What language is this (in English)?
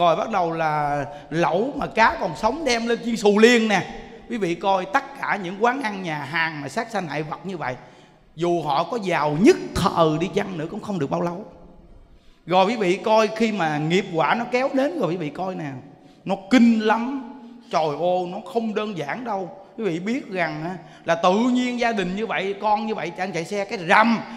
Vietnamese